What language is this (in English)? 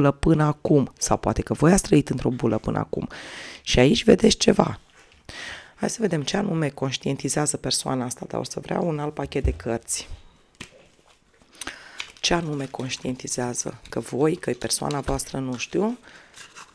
Romanian